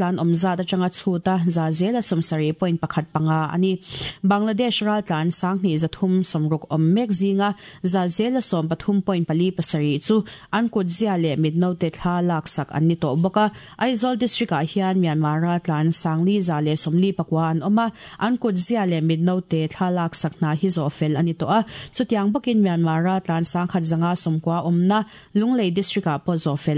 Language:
Mizo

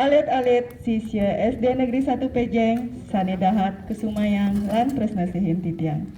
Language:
Balinese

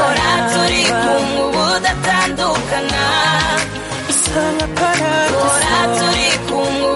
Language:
Kinyarwanda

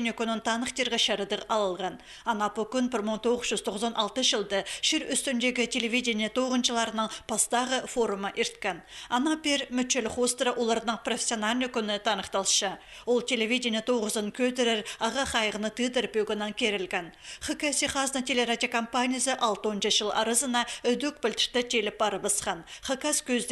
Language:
Khakas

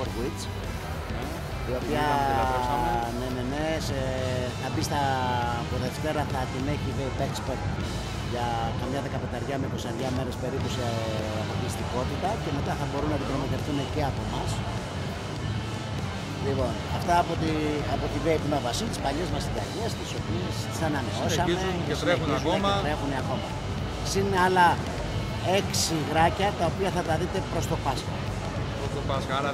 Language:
Greek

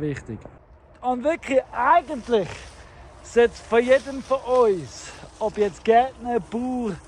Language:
Swiss German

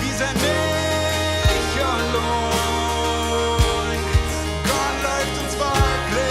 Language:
Plautdietsch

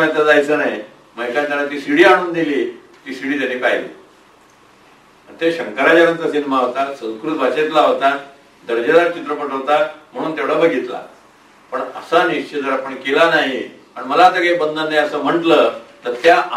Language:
Marathi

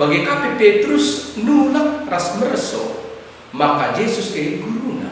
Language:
Batak Karo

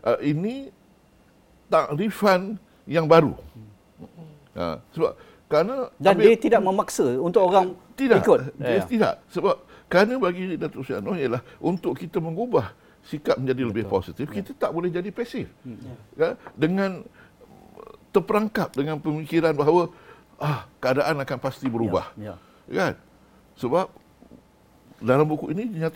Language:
Malay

